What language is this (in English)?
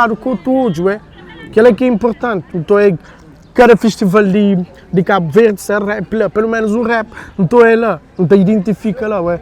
Kabuverdianu